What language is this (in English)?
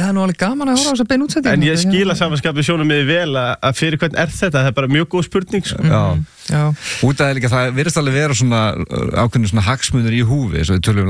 Icelandic